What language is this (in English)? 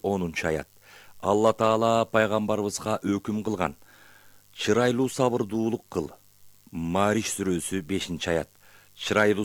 Kyrgyz